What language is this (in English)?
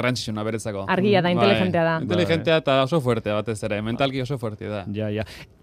Basque